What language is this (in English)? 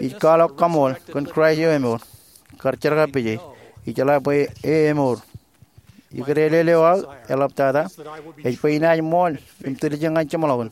Marshallese